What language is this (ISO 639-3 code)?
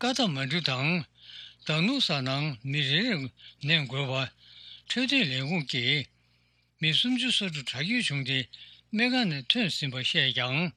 bod